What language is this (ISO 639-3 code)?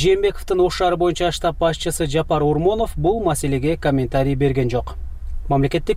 kir